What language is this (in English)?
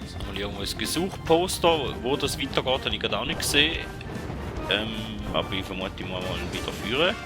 Swiss German